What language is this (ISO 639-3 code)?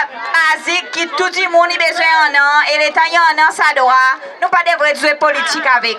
crs